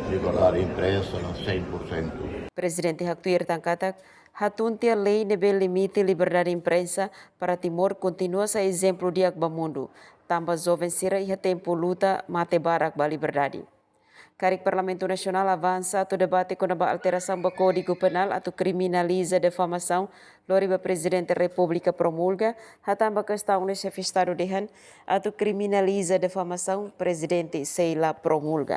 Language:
Tetum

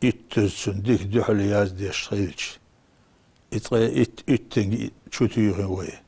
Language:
Chechen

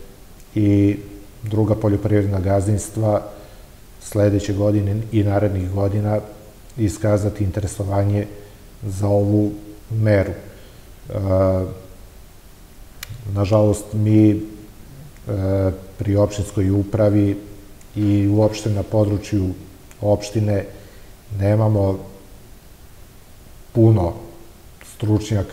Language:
Serbian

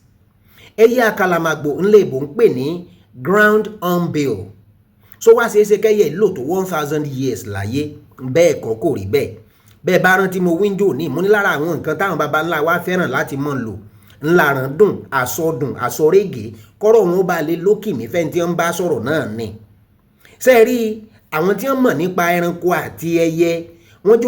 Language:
Yoruba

